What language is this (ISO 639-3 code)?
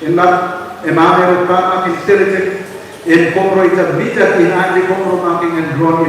mah